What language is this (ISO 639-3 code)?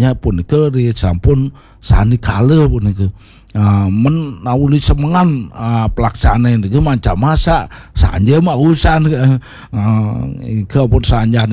ban